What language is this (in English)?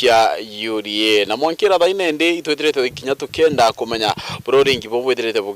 Meru